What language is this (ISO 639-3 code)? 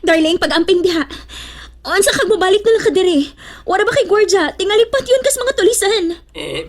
ceb